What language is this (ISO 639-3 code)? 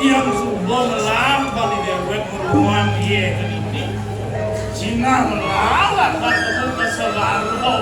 ban